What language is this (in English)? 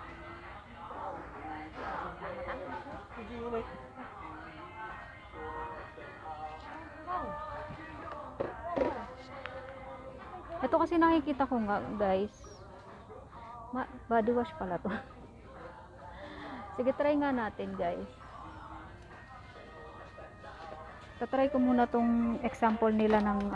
Filipino